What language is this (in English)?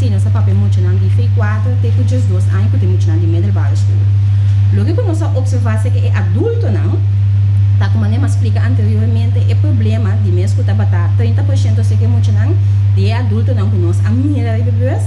Papiamento